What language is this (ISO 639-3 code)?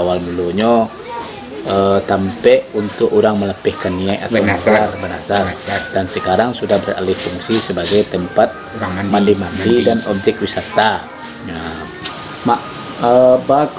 min